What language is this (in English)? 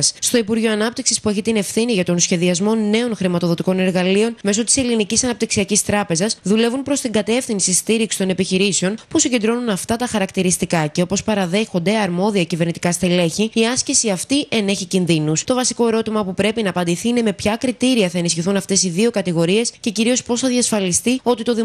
Greek